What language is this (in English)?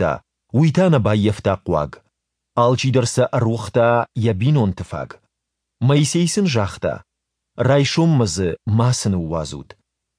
Ossetic